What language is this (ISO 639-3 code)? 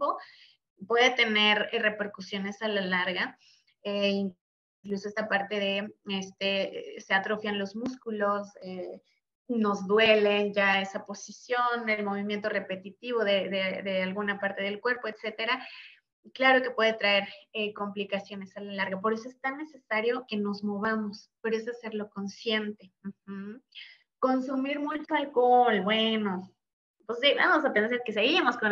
spa